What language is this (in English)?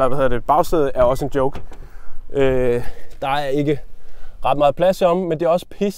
Danish